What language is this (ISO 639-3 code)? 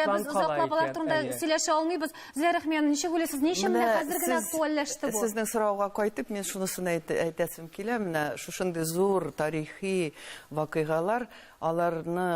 tat